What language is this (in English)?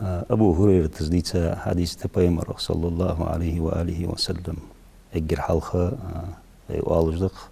Ingush